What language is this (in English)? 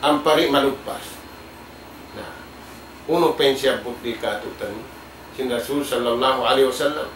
Tausug